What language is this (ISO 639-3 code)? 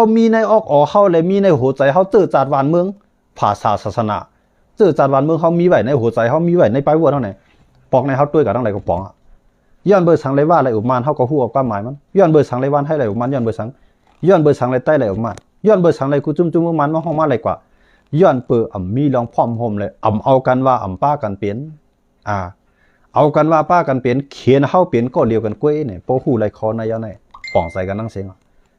shn